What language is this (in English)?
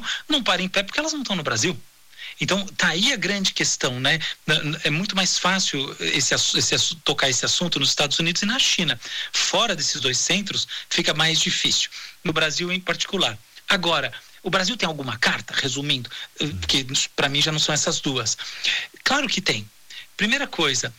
Portuguese